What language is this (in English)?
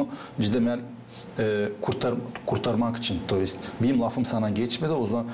Gagauz